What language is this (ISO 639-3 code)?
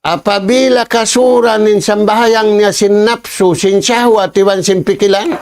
tsg